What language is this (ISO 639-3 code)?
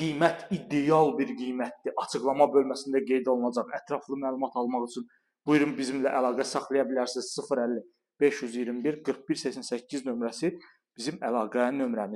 aze